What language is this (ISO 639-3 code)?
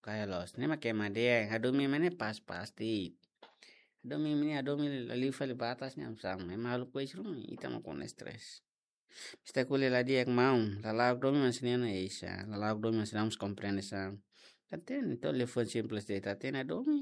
tet